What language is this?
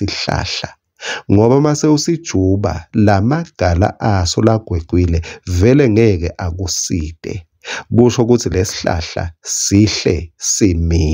Swati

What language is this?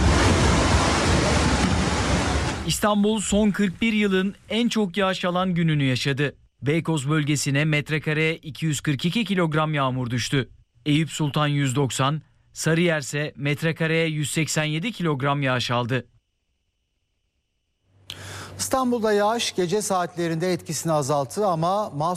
Turkish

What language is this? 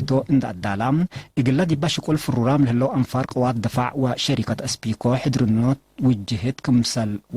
Tigre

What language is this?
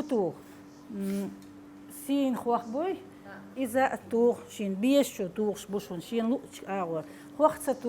Chechen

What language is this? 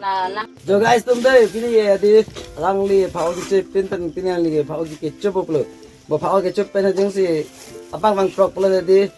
Karbi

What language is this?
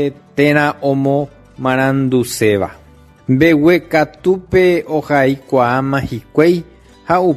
Guarani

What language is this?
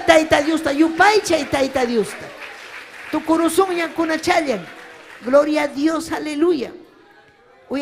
Ayacucho Quechua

